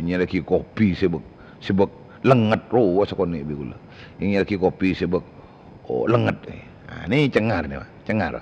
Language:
Madurese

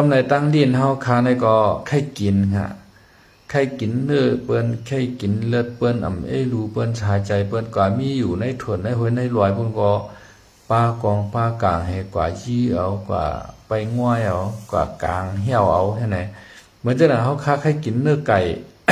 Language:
Shan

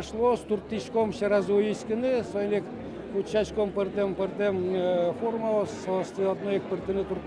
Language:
Udmurt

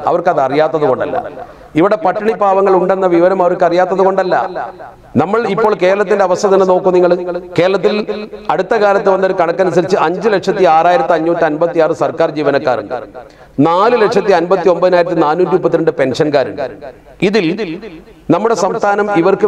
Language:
Malayalam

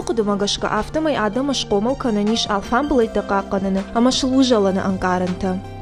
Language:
Ossetic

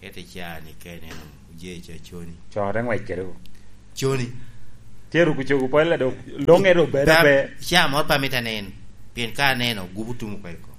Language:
Lango (Uganda)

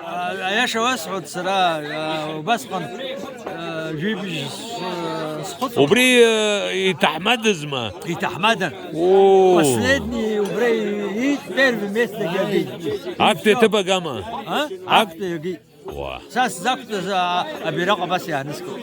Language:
Abkhazian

